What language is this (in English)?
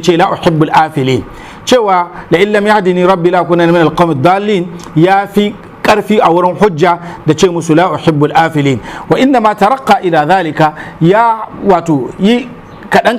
Hausa